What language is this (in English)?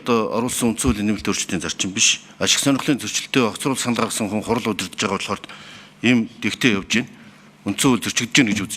Mongolian